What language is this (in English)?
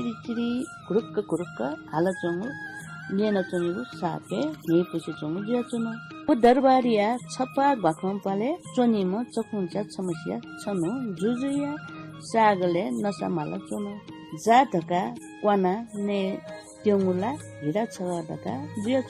Newari